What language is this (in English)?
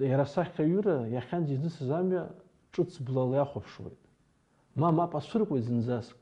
Abkhazian